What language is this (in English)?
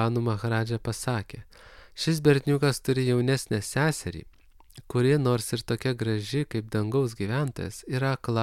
Lithuanian